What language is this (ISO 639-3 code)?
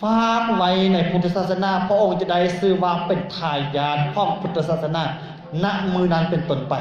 lao